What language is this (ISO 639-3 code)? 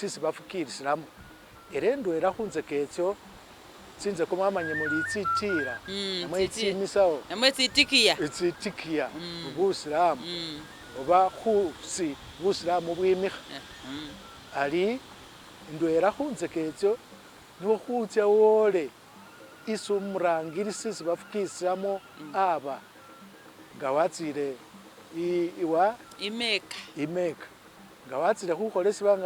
myx